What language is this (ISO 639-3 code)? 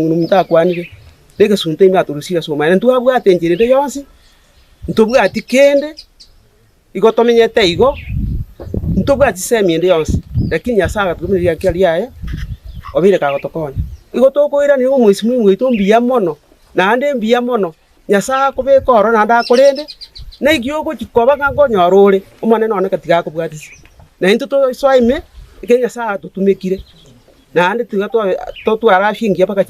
guz